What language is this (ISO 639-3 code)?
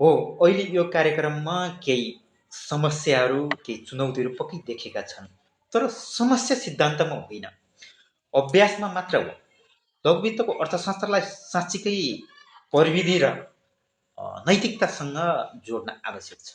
nep